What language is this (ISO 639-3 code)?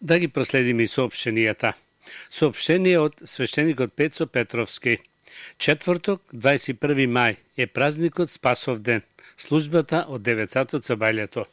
mkd